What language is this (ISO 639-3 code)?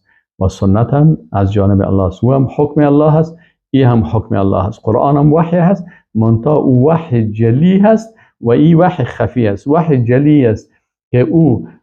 fas